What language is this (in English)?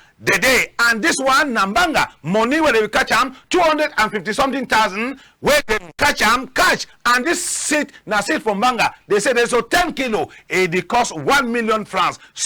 Cameroon Pidgin